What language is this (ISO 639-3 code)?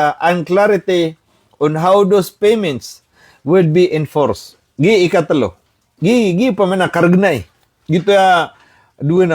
mrw